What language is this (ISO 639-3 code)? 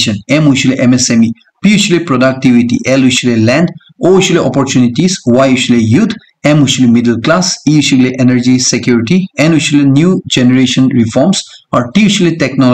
nag